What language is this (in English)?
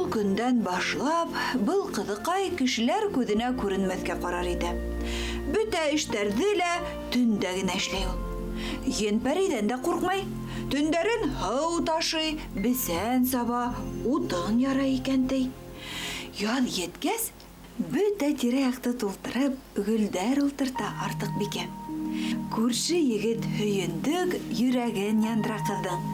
Bashkir